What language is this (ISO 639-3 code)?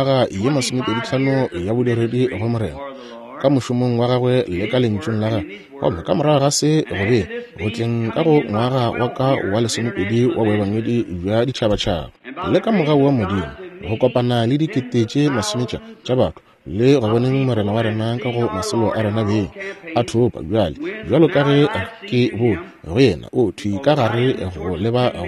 nso